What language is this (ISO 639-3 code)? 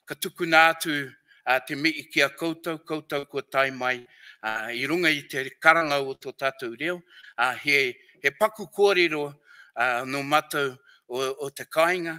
mri